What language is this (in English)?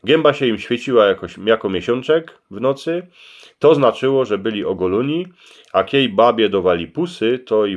Silesian